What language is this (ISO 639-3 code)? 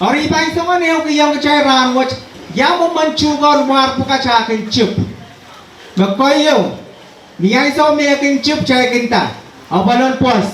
pon